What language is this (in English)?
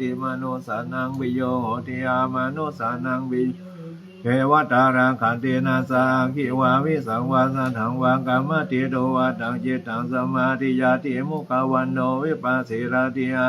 Pali